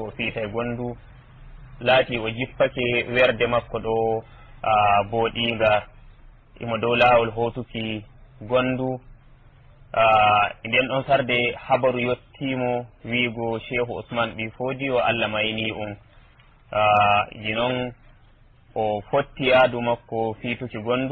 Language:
Nigerian Fulfulde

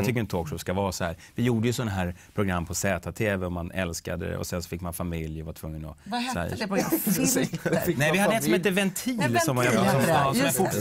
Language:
Swedish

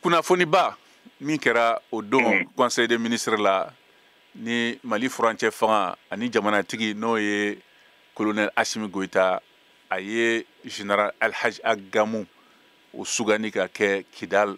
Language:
Bambara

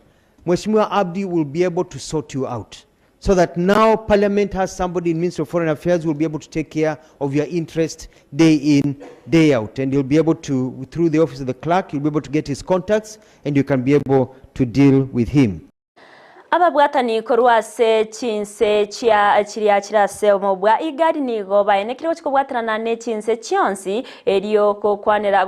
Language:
Gusii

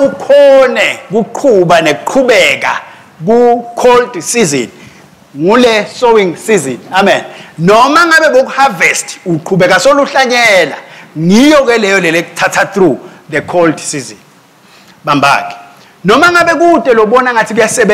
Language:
Swati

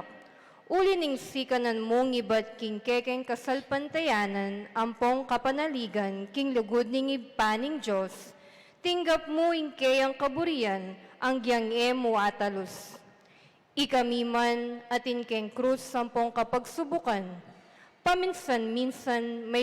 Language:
Pampanga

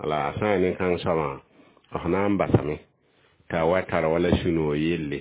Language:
Mossi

